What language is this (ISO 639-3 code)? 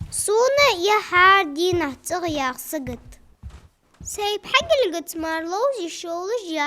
inh